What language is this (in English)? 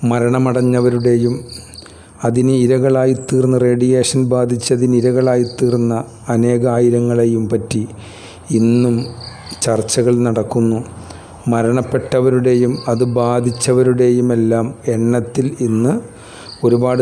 Malayalam